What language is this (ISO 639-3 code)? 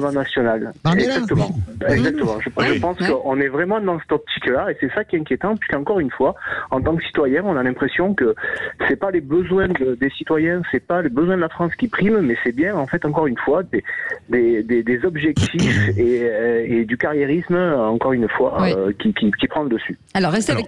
fra